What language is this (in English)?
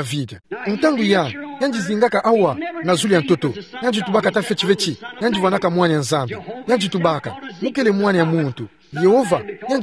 Kituba (Democratic Republic of Congo)